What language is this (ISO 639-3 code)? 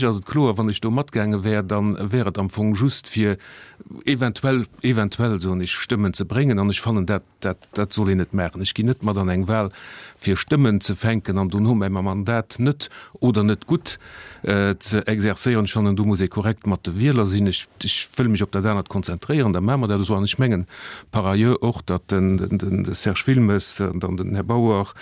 ltz